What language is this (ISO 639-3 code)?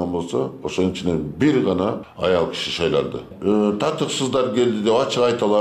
kir